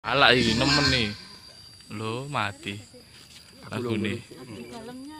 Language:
Javanese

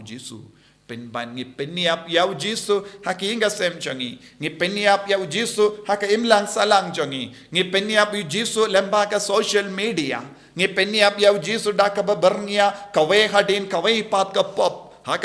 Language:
Khasi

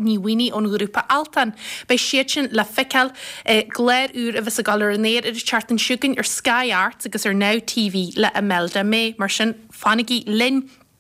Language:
Irish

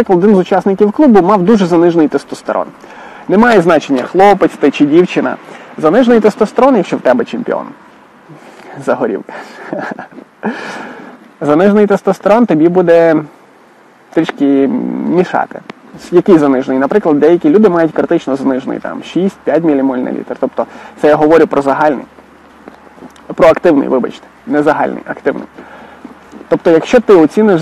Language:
Ukrainian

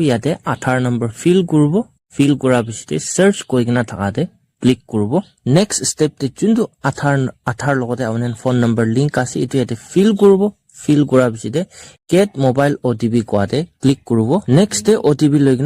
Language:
Naga Pidgin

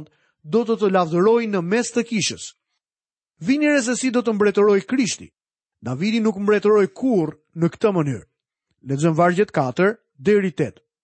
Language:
Albanian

